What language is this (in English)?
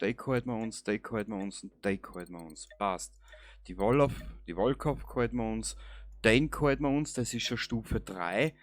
Bavarian